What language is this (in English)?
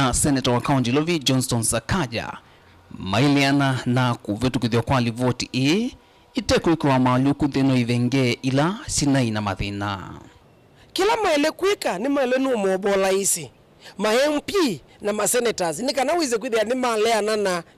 Kamba